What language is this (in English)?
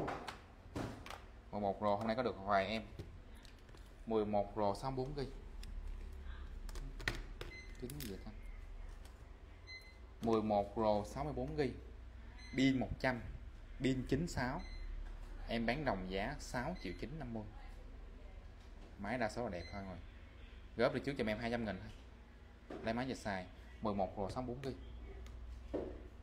Vietnamese